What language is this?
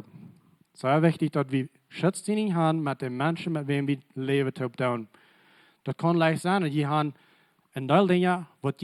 Plautdietsch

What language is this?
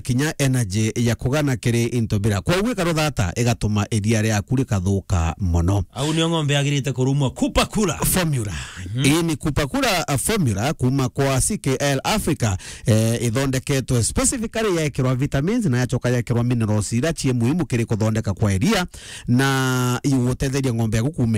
Meru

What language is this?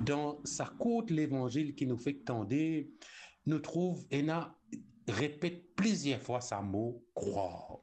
Morisyen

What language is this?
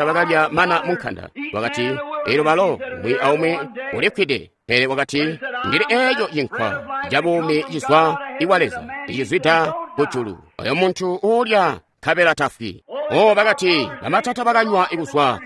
Tonga (Zambia)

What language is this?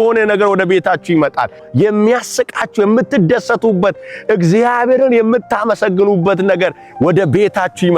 Amharic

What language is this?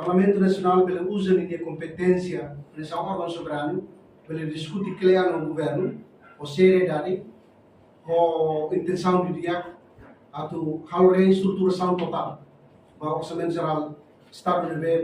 Tetum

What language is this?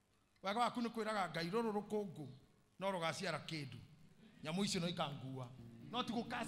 Kikuyu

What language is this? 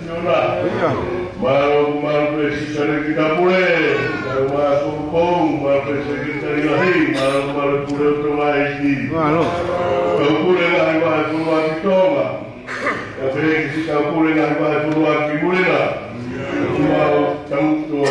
Tongan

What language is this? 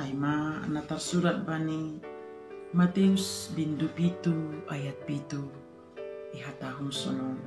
Batak Simalungun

